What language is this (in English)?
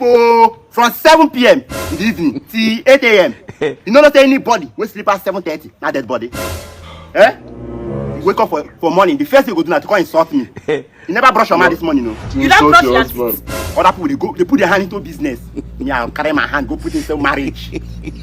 Nigerian Pidgin